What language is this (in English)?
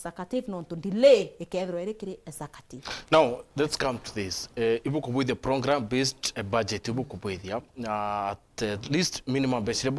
Meru